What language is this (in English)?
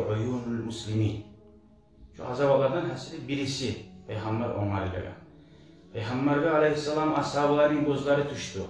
Kumyk